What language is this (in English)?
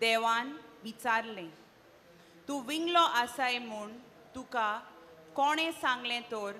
Konkani